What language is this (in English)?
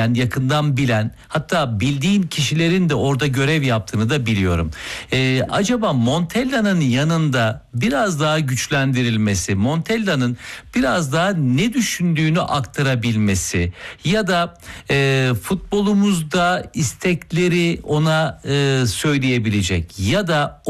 Turkish